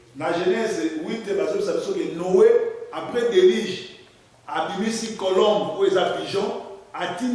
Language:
Lingala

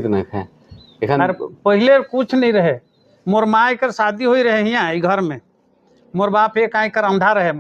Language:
Sadri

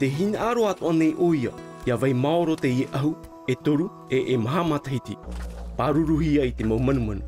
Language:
Tahitian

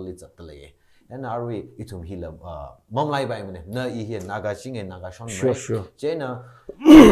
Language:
Tangkhul Naga (India)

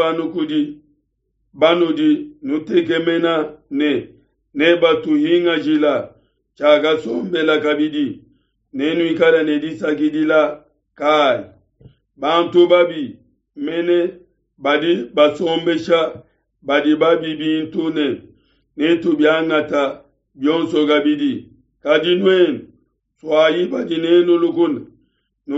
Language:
Luba-Lulua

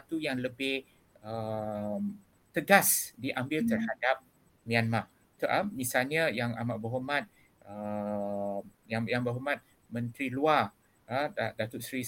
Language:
Malay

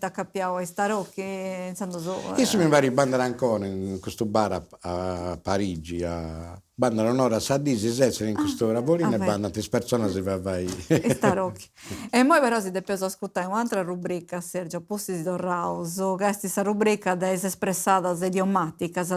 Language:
Sardinian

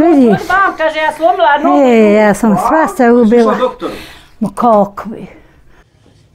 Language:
Bosnian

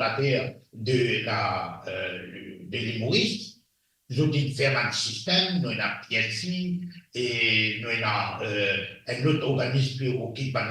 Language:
Morisyen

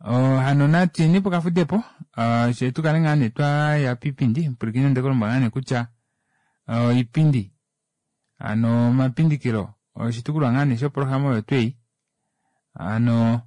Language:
Kuanyama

